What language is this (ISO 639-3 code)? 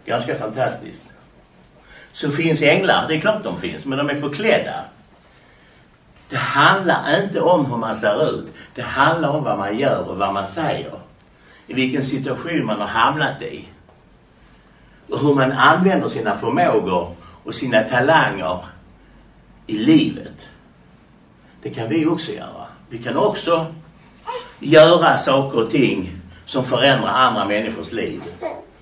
swe